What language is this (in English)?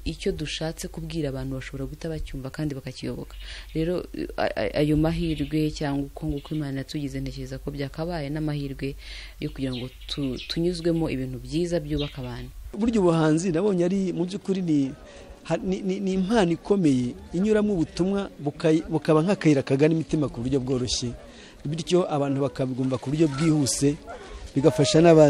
Kinyarwanda